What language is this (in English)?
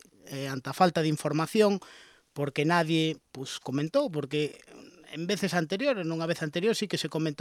Galician